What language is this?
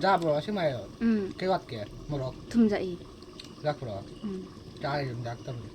Manipuri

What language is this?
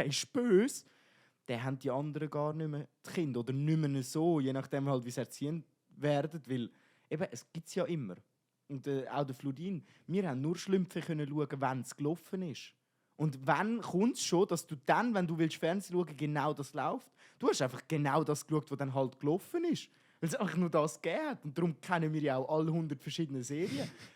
Swiss German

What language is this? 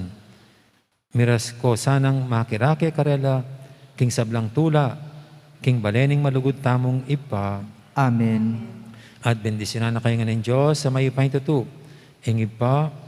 Pampanga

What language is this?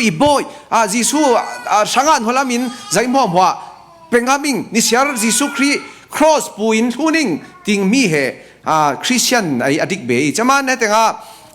Falam Chin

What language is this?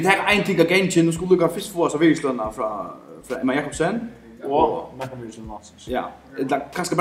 Faroese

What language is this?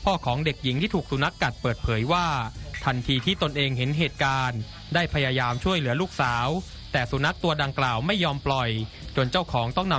Thai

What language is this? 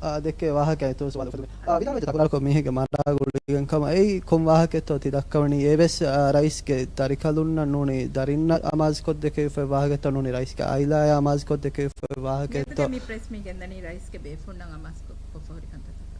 Divehi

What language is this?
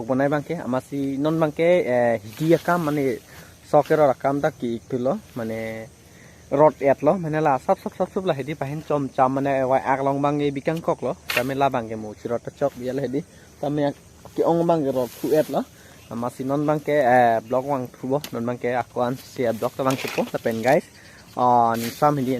Karbi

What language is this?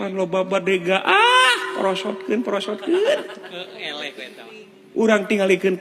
Sundanese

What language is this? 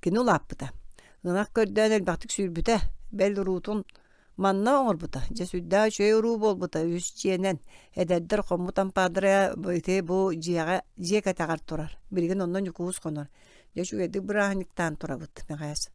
Yakut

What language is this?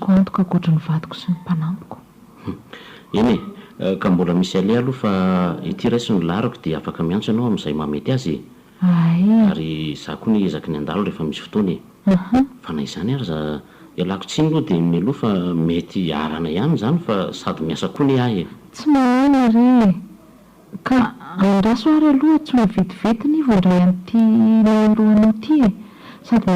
Malagasy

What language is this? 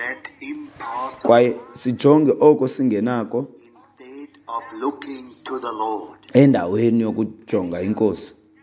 Xhosa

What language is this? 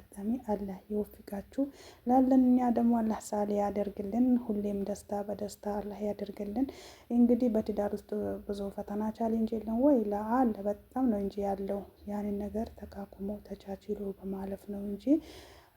Amharic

